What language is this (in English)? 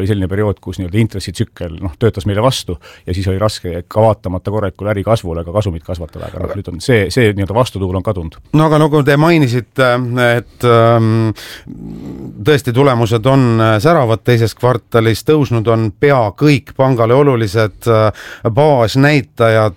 Estonian